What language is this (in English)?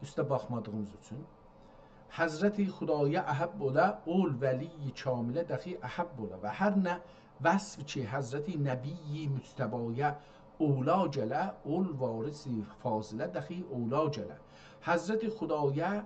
South Azerbaijani